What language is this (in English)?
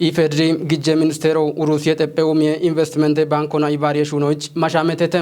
Kafa